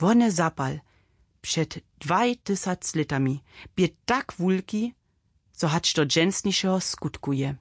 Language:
Upper Sorbian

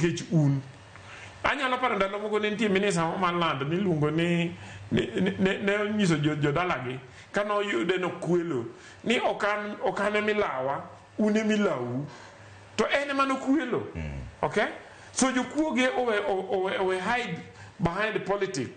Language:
Luo (Kenya and Tanzania)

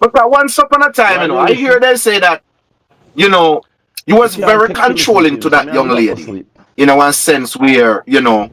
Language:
Jamaican Creole English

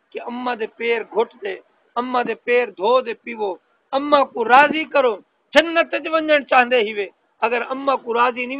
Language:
Saraiki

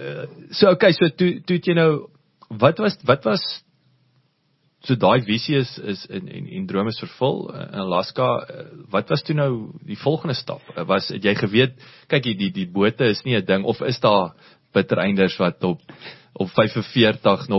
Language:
Afrikaans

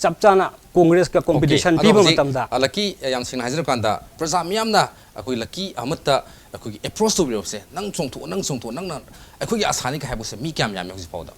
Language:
Manipuri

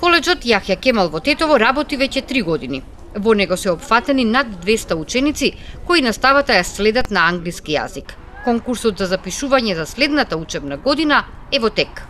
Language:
Macedonian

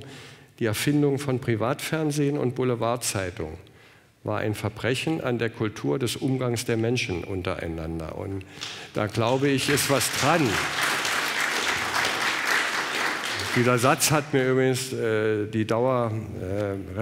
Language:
German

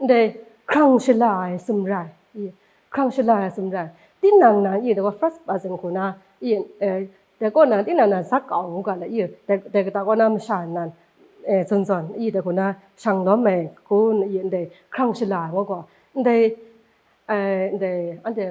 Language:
Kachin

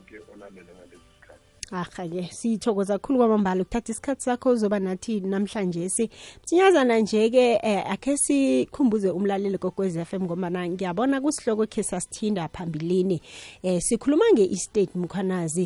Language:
South Ndebele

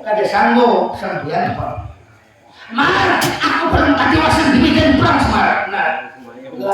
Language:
Banjar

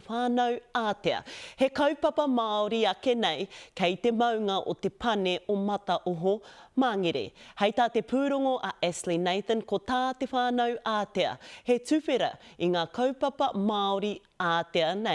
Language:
Māori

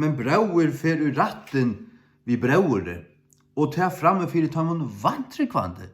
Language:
Faroese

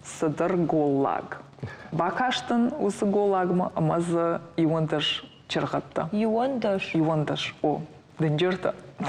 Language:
Ossetic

